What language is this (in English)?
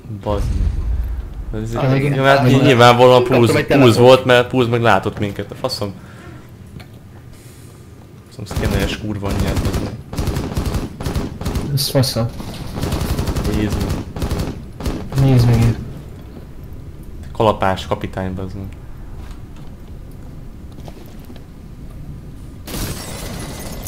Hungarian